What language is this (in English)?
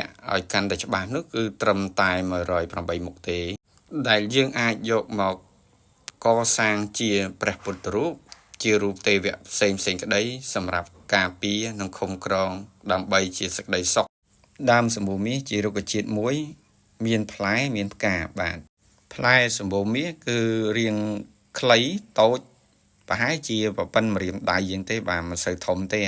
Khmer